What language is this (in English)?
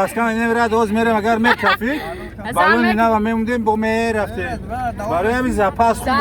Tajik